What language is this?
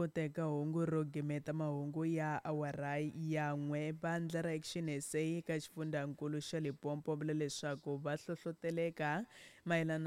Tsonga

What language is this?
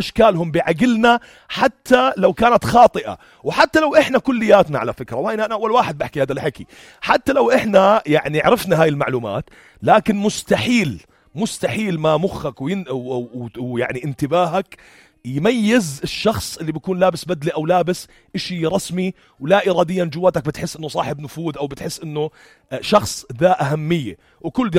North Levantine Arabic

